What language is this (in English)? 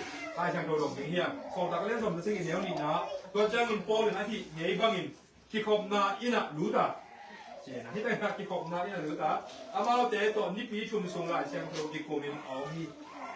Tedim Chin